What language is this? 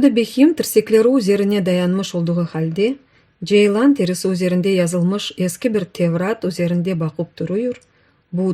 Crimean Tatar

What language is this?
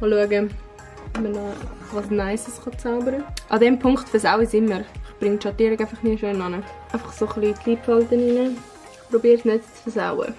Swiss German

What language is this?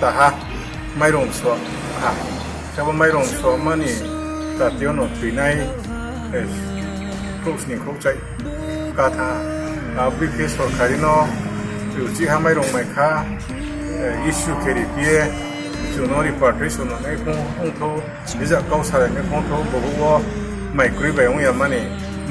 Riang (India)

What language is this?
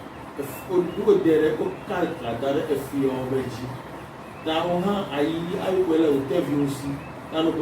Ewe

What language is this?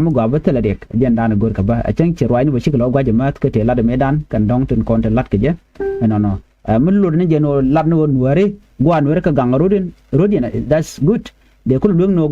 Nuer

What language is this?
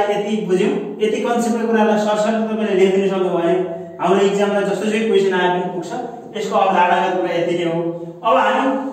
Nepali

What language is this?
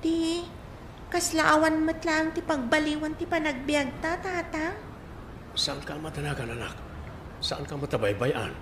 Iloko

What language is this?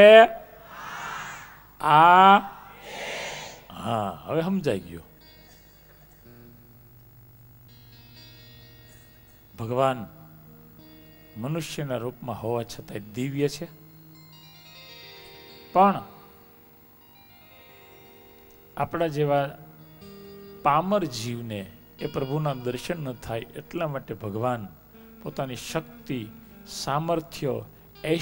Gujarati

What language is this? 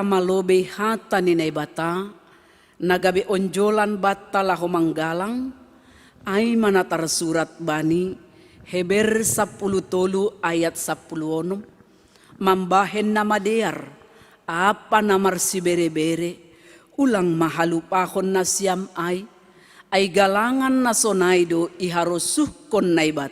Batak Simalungun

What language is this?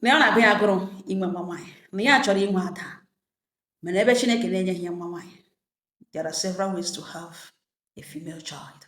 Igbo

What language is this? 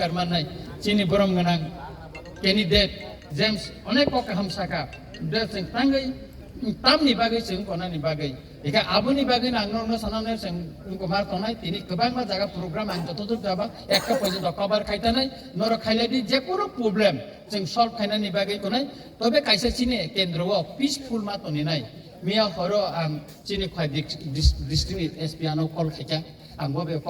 Kok Borok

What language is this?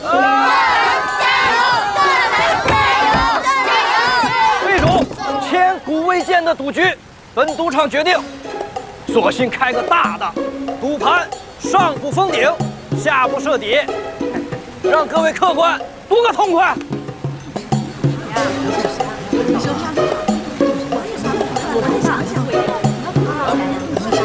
Chinese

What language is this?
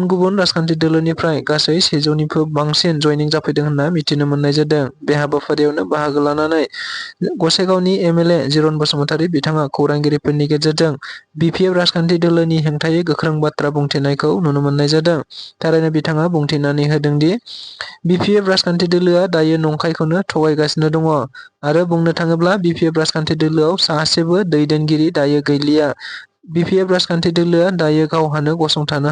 Bodo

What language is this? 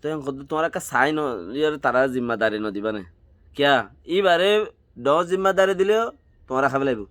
Rohingya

